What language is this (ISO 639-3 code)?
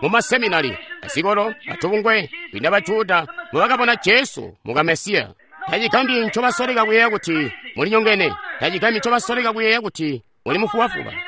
toi